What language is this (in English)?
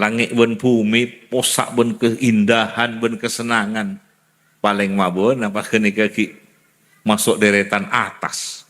Madurese